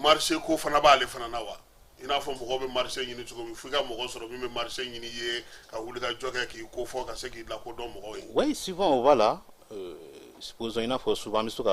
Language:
Bambara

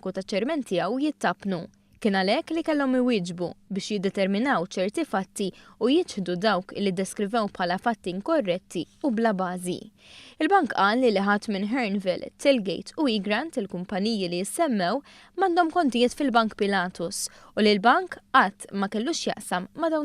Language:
Maltese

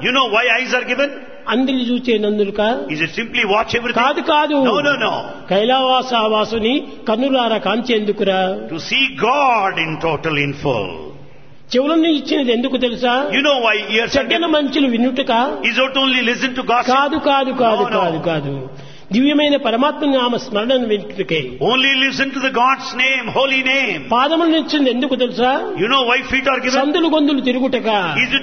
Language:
Telugu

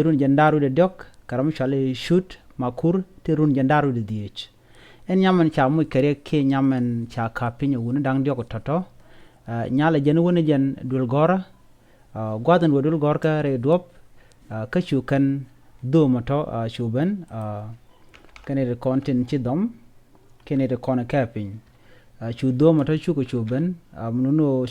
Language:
Nuer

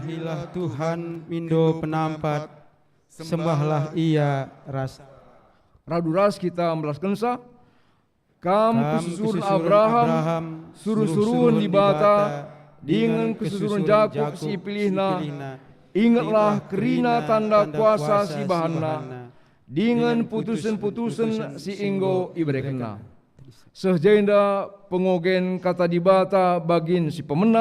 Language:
Batak Karo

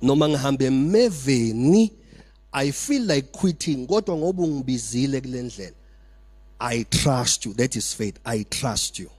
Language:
Zulu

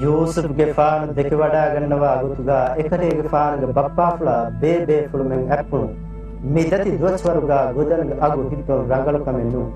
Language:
Divehi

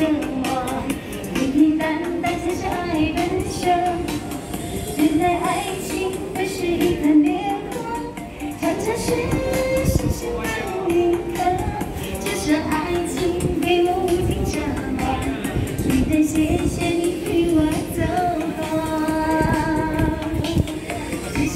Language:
Chinese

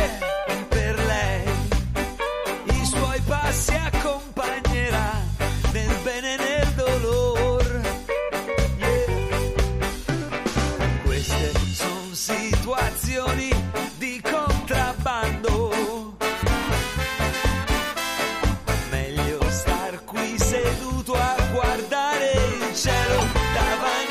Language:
Italian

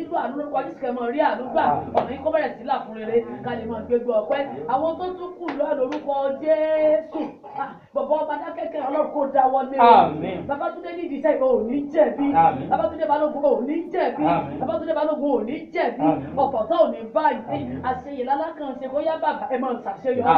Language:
Yoruba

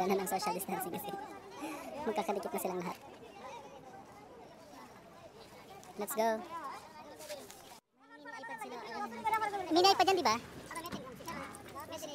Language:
Filipino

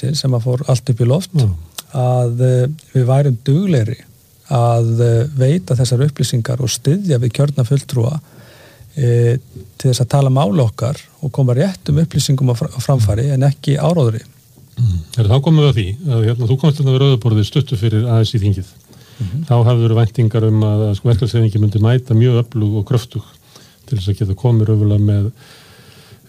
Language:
Icelandic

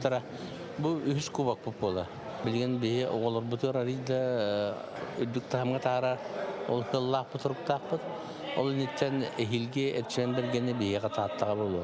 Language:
Yakut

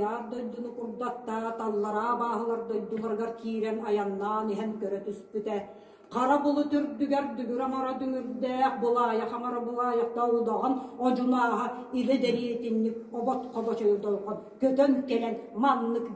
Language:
Yakut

